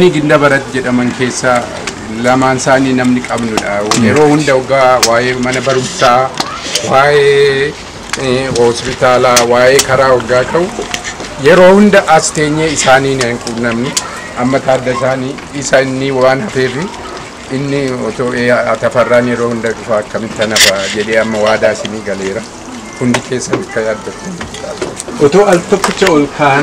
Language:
Oromo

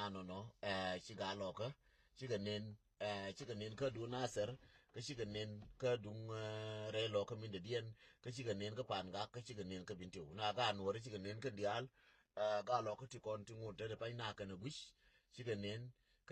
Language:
Nuer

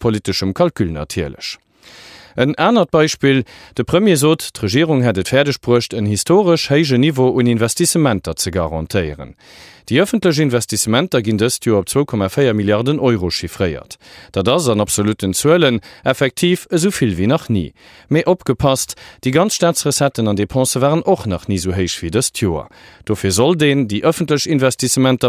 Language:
Luxembourgish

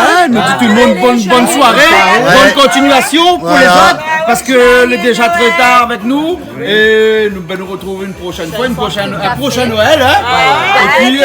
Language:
Réunion Creole French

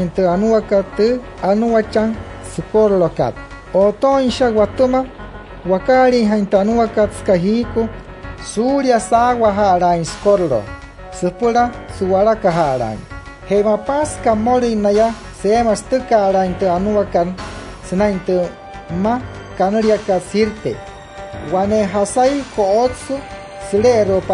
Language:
Wayuu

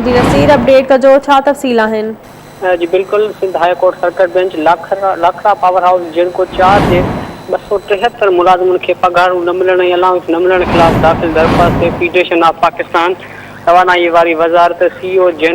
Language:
Sindhi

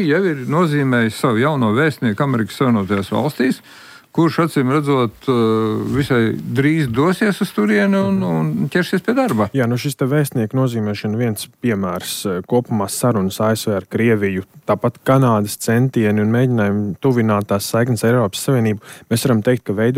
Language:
Latvian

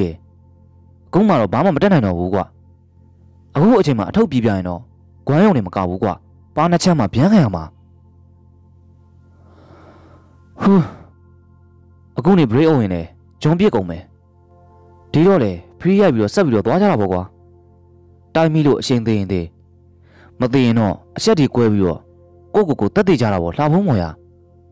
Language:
Burmese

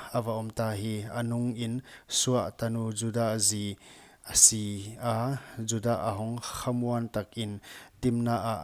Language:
Paite Chin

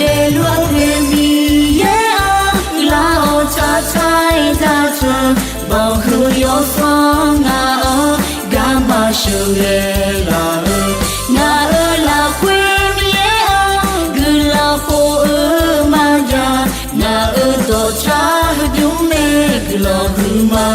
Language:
Akha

